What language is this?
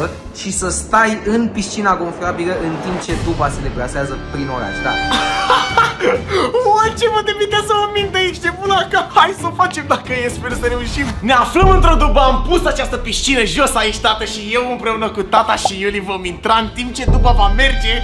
Romanian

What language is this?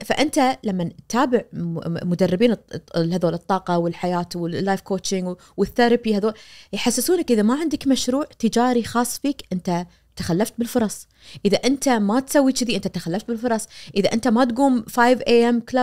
Najdi Arabic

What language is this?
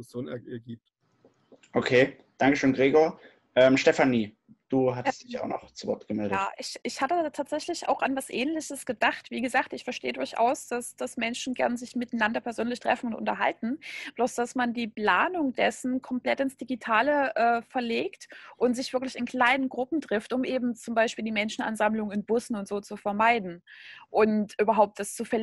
German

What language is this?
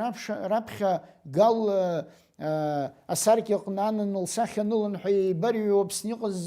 Abkhazian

